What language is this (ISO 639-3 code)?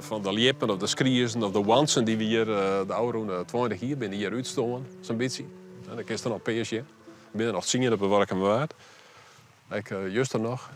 fry